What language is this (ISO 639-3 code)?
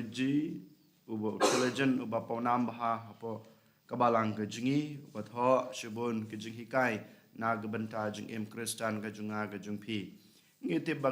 kha